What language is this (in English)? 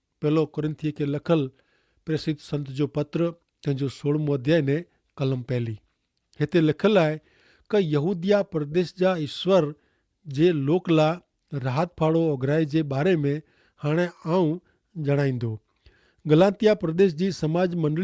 Kachhi